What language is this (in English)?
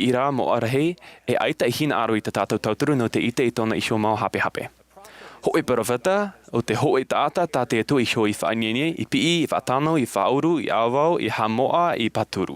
Tahitian